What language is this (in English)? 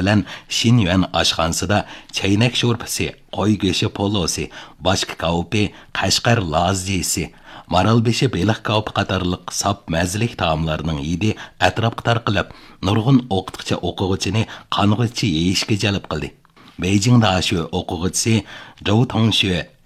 Uyghur